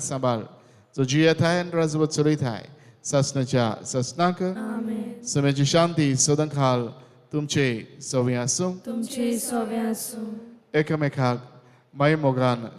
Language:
Konkani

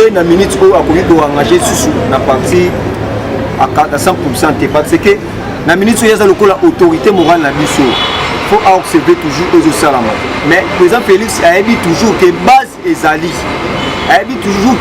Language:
Lingala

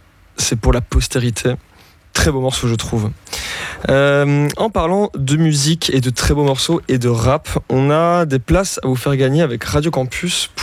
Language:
French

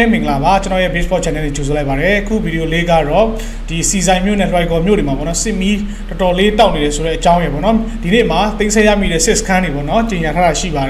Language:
Burmese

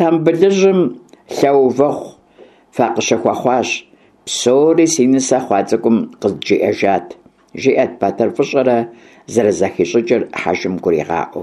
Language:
Kabardian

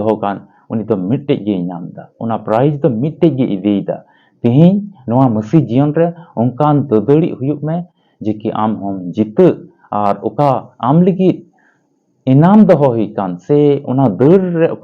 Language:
Santali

